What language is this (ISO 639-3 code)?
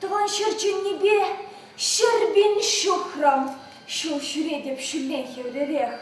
chv